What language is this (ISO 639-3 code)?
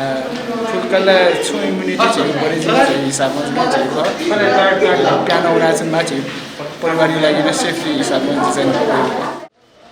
new